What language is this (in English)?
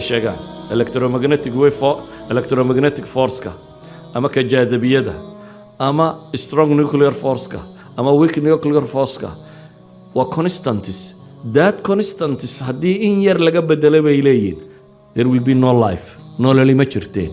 Somali